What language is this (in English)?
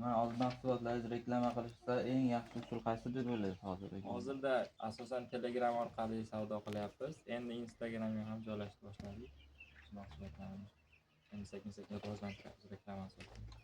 Uzbek